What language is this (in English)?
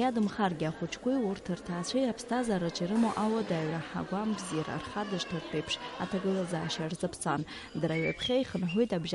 Abkhazian